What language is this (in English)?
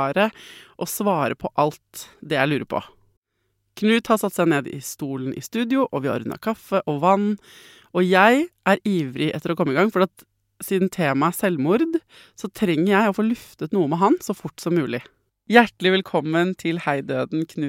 Norwegian